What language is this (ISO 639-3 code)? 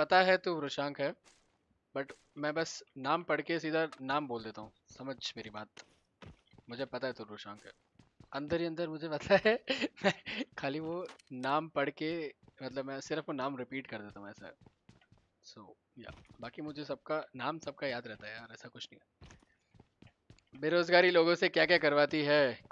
hin